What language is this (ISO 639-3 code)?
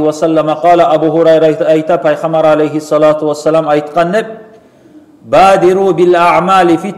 kum